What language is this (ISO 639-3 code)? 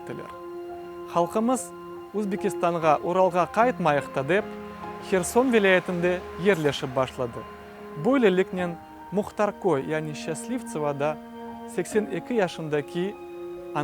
crh